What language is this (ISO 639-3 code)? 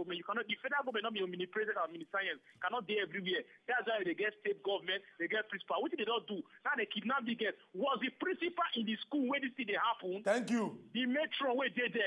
pcm